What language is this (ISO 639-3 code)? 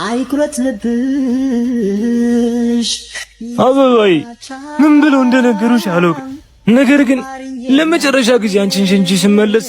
amh